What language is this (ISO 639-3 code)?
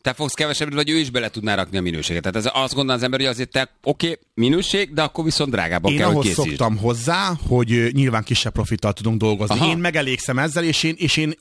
hun